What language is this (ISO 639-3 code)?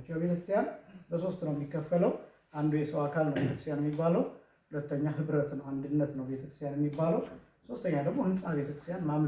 amh